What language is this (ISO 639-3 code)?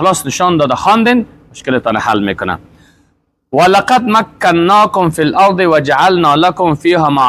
fas